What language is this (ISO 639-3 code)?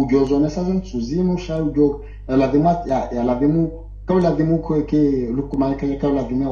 swa